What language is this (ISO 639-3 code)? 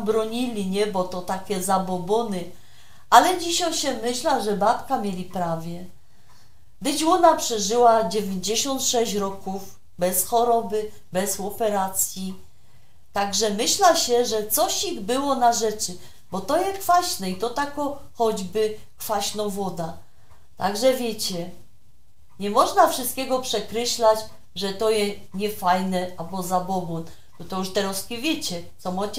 szl